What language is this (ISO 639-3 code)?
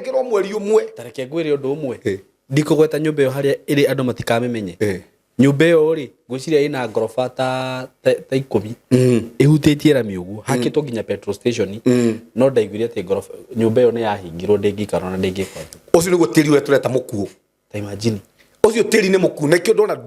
kik